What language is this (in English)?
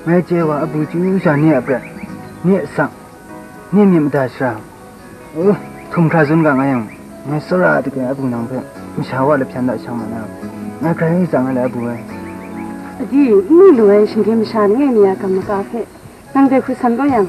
Kachin